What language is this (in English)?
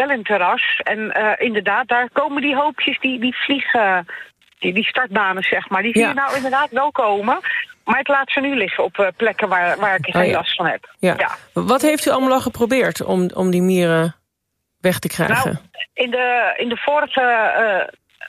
Dutch